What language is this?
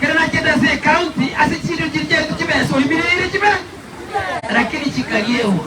Gusii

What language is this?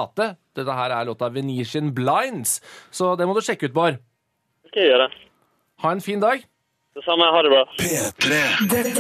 Norwegian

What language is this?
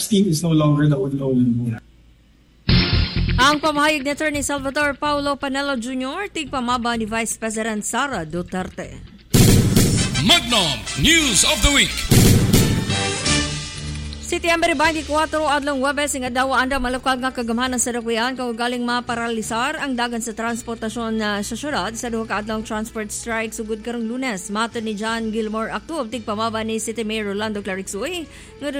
Cebuano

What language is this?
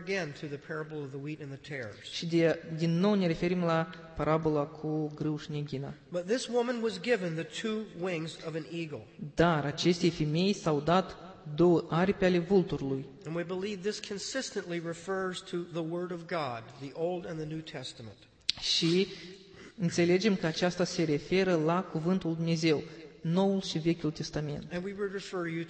Romanian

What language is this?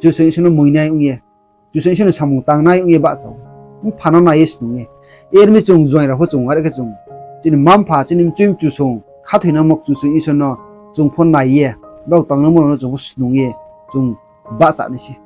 Riang (India)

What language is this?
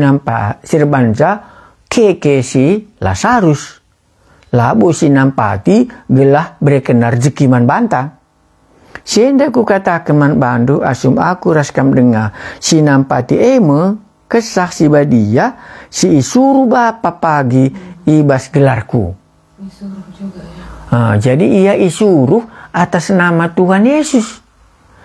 Batak Karo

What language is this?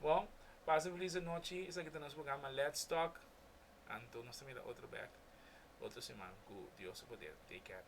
Papiamento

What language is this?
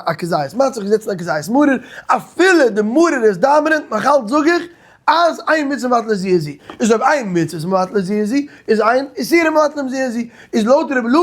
Yiddish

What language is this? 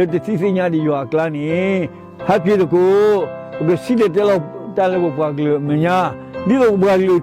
S'gaw Karen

